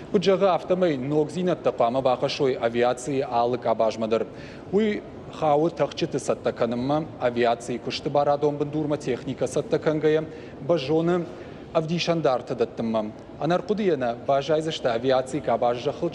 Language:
Ossetic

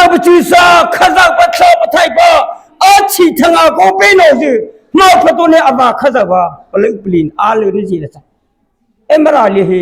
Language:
Mara Chin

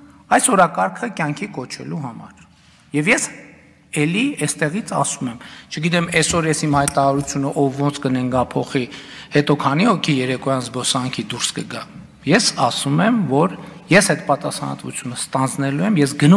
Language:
Armenian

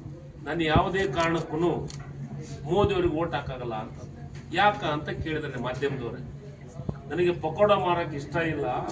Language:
Kannada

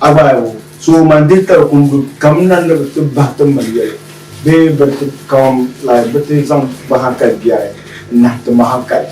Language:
Dagbani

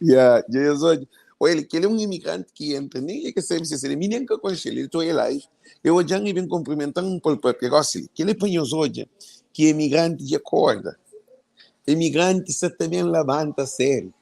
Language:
Kabuverdianu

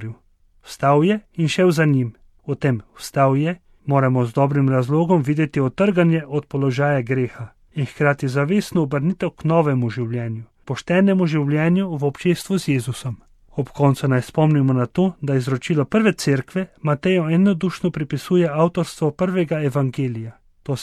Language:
Slovenian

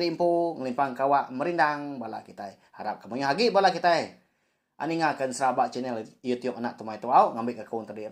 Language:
Iban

